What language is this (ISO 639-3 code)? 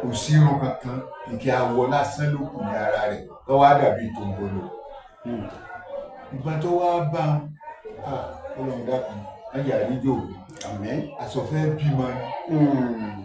yor